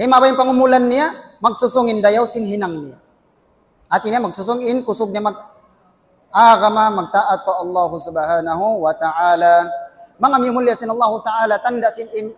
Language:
Tausug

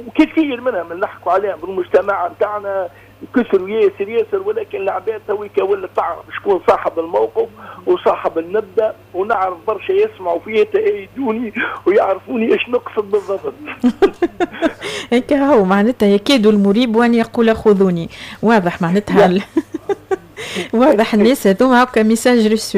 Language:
Tunisian Arabic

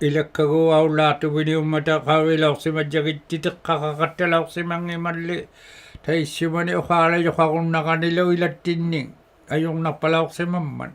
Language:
Inuktitut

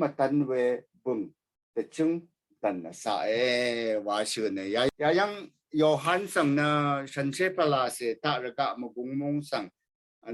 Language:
Rawang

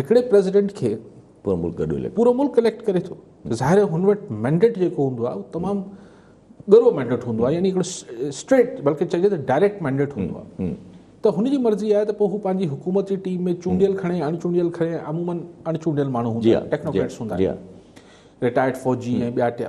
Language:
Sindhi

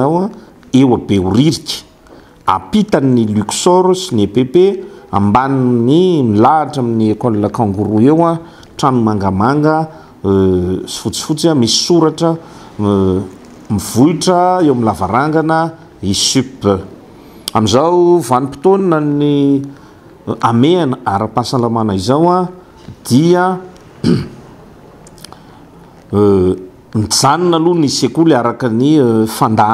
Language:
Malagasy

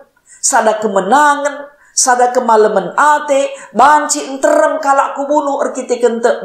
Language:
Batak Karo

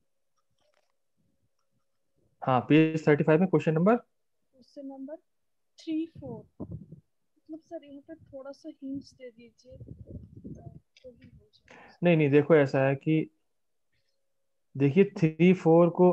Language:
Hindi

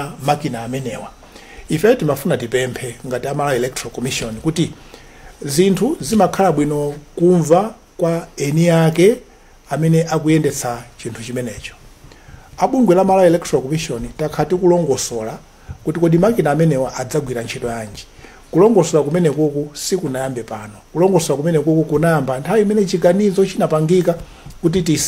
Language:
Nyanja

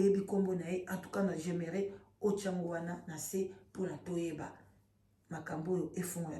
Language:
Lingala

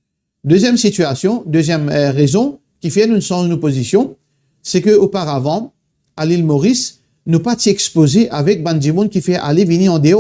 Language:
Morisyen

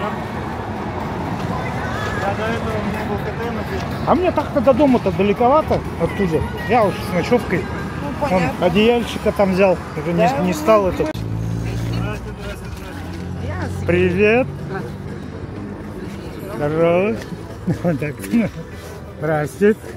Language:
Russian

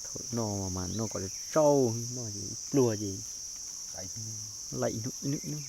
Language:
Hmong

